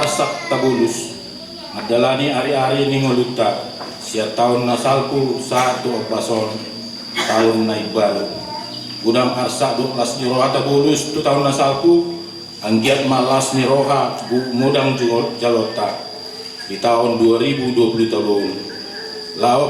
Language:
Batak Toba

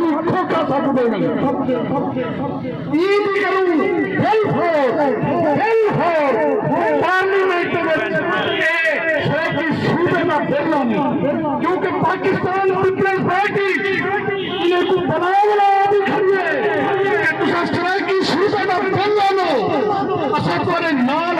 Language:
Saraiki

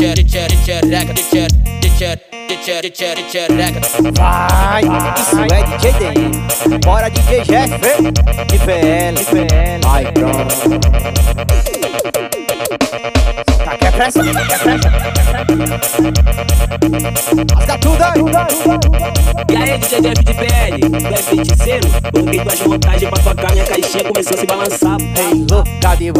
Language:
Portuguese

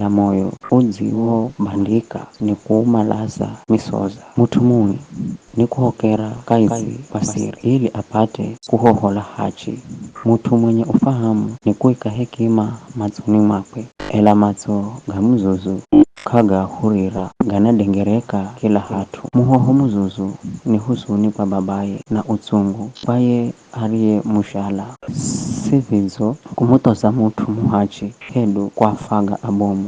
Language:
Giryama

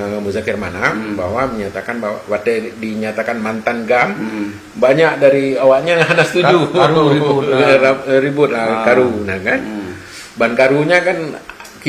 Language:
Achinese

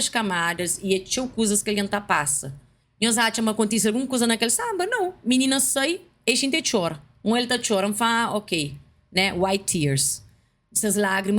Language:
Kabuverdianu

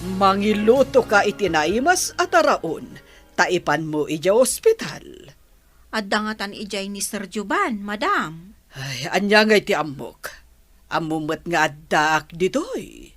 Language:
Iloko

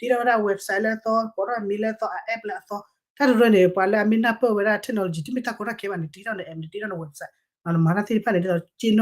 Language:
S'gaw Karen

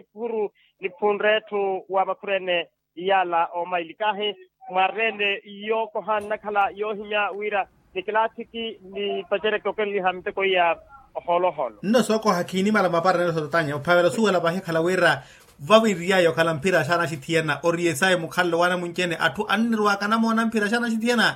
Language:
Makhuwa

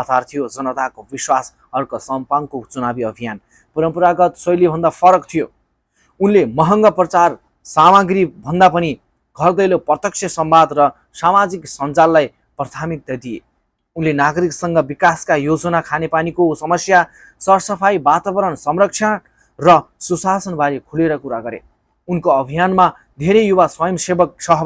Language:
Nepali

